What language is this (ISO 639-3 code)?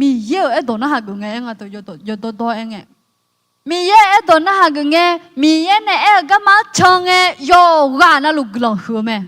ahk